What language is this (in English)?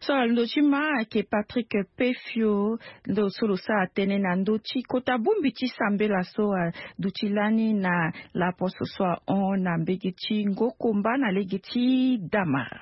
Sango